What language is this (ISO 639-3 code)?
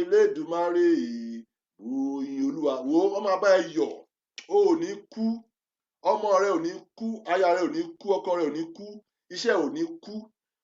yor